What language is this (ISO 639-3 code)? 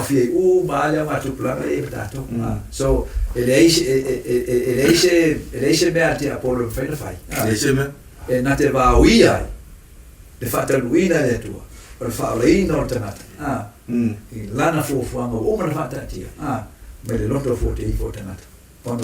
smo